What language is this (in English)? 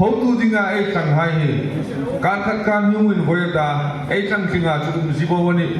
Hmar